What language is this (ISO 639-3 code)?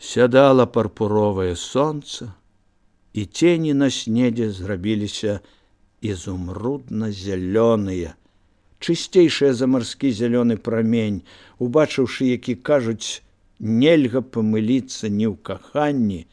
bel